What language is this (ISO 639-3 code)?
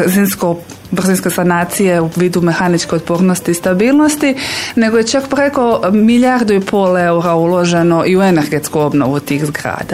hrv